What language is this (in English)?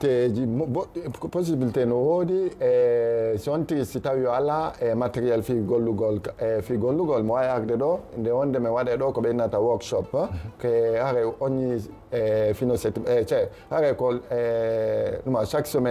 Fula